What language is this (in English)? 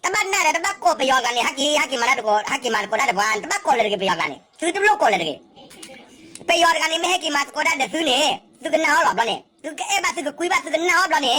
S'gaw Karen